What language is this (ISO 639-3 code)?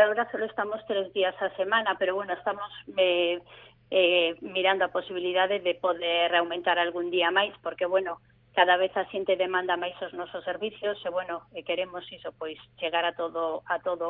glg